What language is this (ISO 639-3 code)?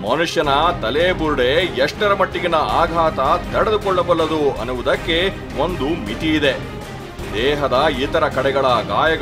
kan